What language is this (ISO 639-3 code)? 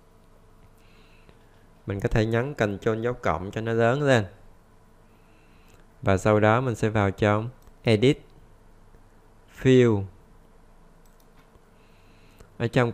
vie